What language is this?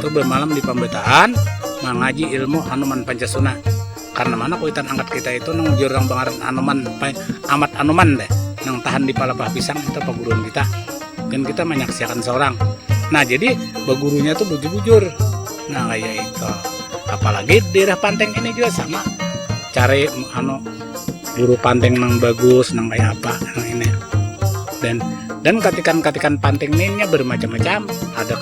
Banjar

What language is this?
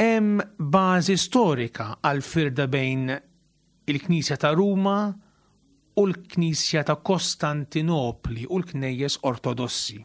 Maltese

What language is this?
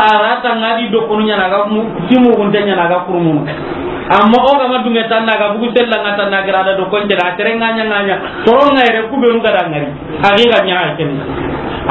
Soninke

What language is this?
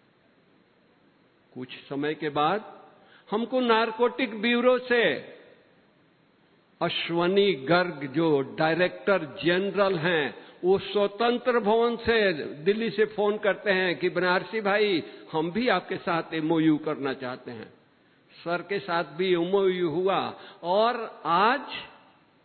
Hindi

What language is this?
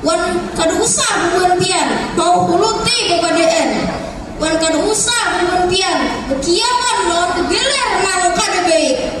Banjar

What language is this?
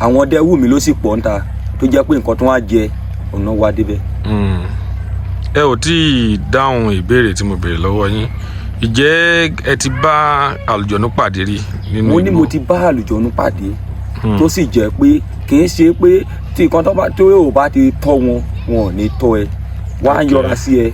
Yoruba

